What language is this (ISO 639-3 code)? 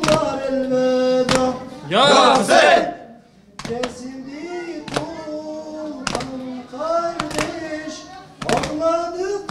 kur